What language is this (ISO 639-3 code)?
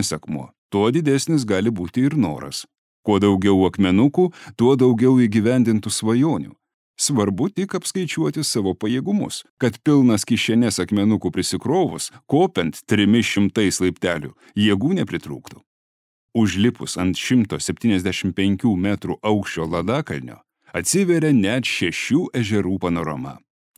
lit